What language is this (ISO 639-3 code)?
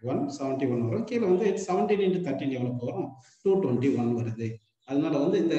tam